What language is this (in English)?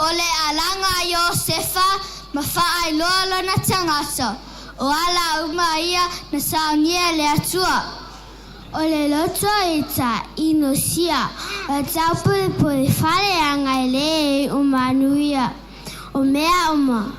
Samoan